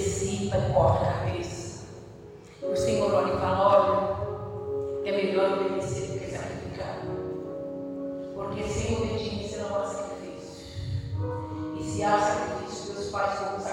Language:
Portuguese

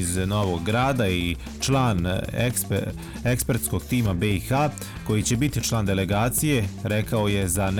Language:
Bosnian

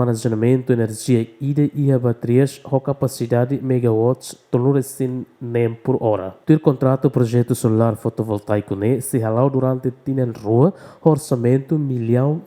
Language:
Tetum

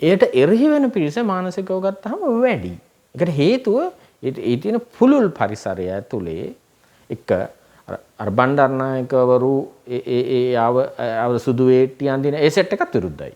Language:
Sinhala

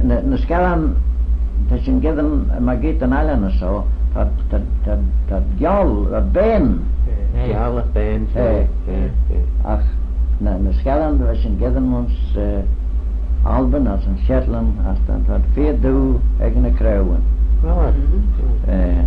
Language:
Manx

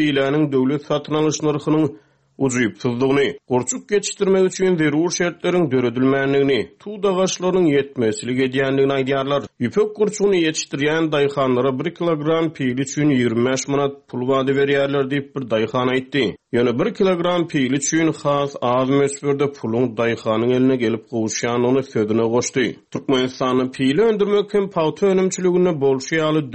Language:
Turkmen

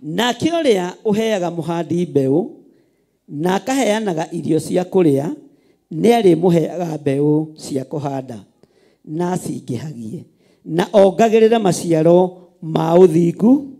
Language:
Kikuyu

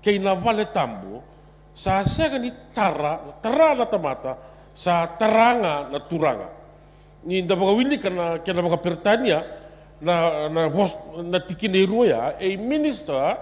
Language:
Fijian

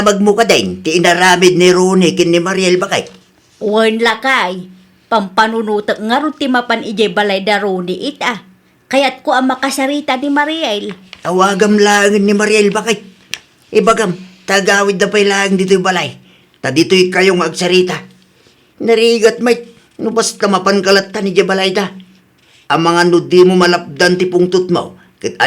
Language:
Iloko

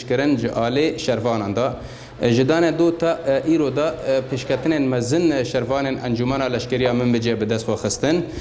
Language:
Kurdish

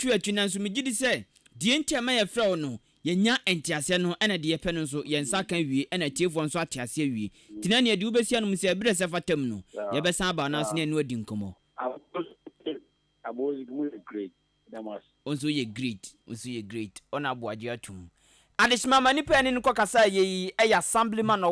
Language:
Akan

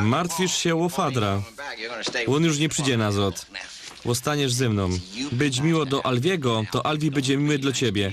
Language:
Silesian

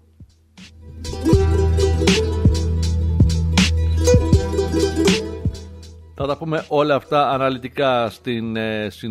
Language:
Greek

